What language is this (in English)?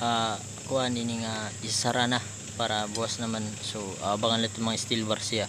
Waray